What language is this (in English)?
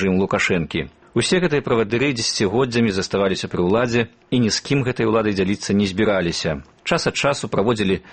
Belarusian